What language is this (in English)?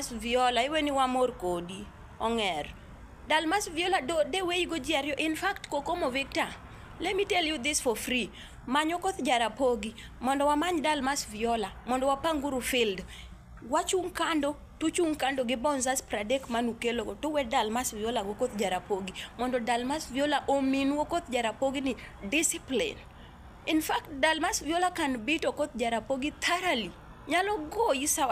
Luo (Kenya and Tanzania)